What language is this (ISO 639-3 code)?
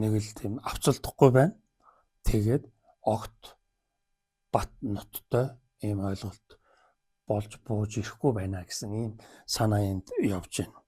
mon